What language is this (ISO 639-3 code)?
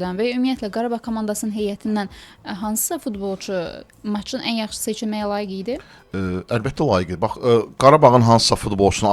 aze